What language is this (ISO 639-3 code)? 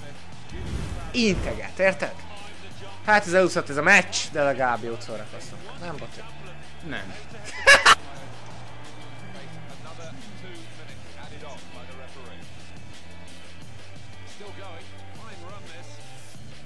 hun